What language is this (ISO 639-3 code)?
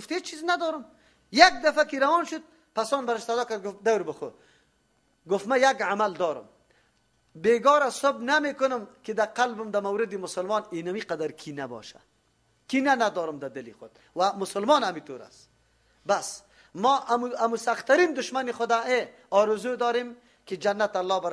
fas